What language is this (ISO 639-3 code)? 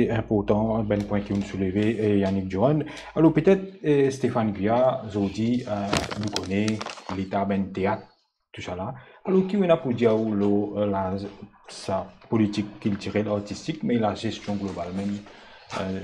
mfe